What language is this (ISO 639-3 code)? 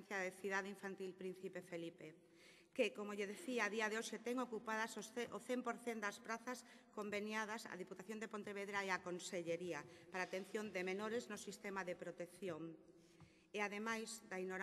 glg